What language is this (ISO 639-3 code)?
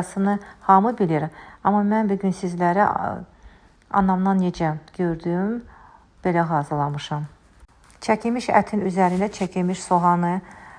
aze